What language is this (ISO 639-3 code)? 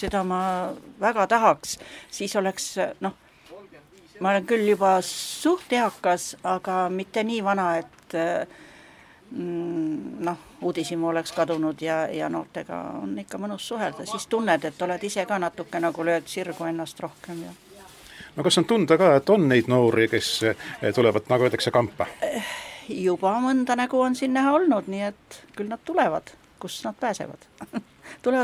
est